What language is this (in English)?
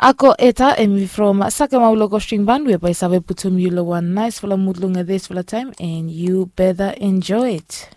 Bislama